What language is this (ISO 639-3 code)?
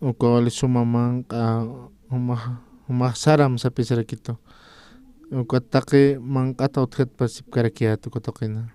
aym